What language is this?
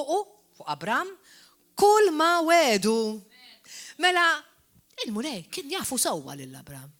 Maltese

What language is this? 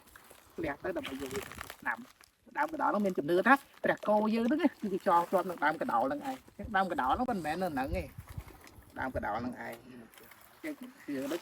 Khmer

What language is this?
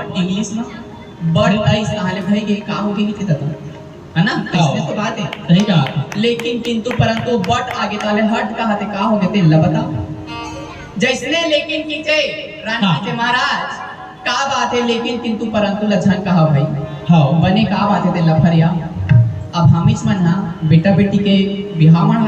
Chhattisgarhi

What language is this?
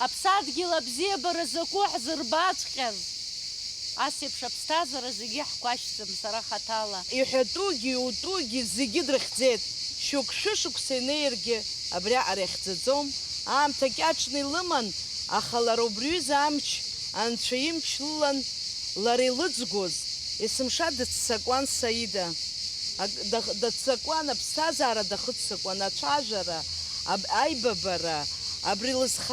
Abkhazian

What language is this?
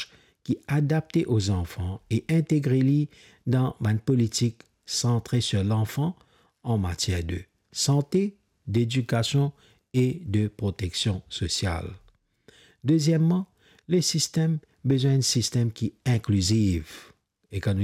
Morisyen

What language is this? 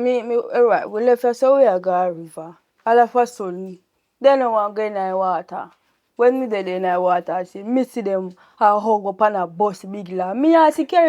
Jamaican Creole English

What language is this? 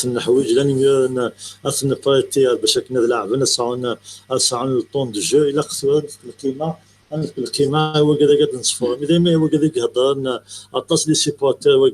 Kabyle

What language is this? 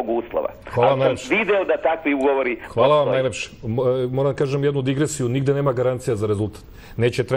Serbian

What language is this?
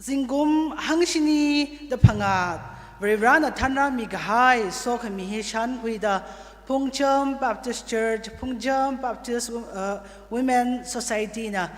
Tangkhul Naga (India)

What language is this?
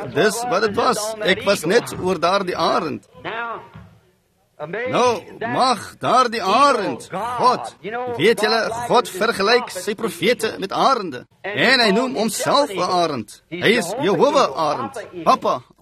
Afrikaans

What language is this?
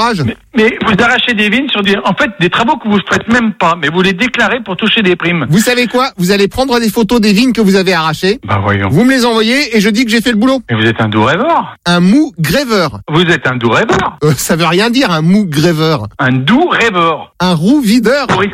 French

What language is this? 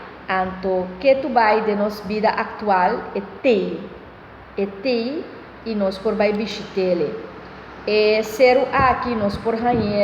Papiamento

